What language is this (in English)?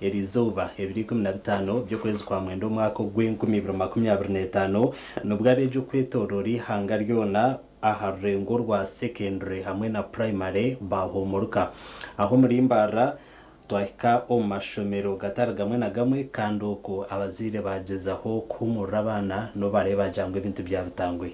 Nyankole